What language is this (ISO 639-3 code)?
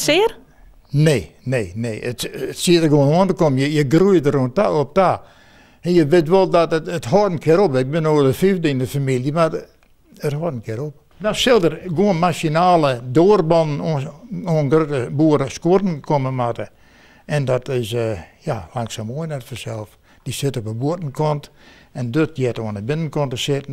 fry